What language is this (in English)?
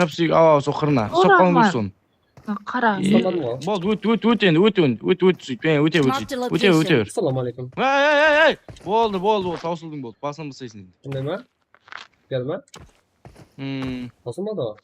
Kara-Kalpak